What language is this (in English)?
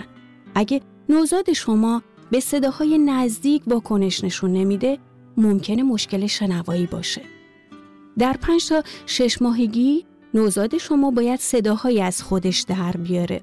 Persian